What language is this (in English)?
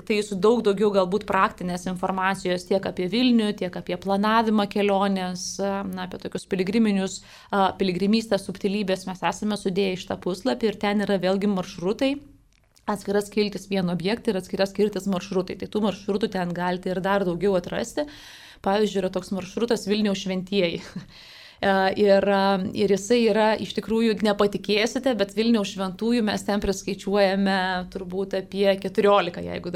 Lithuanian